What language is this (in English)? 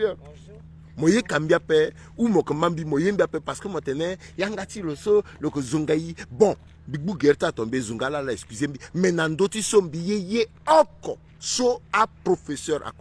Sango